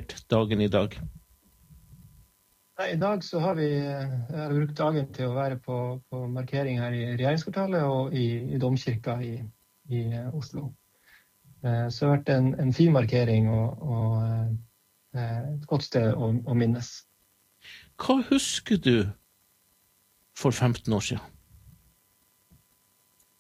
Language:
Norwegian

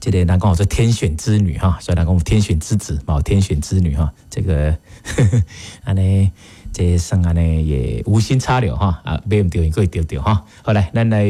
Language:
Min Nan Chinese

